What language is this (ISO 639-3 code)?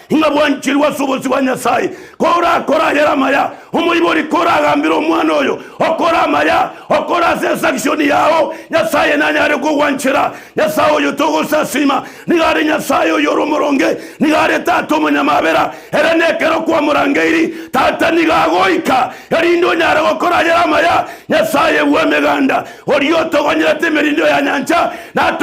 guz